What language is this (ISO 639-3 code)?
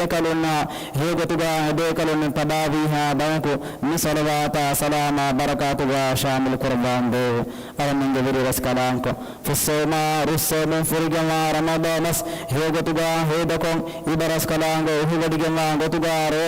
div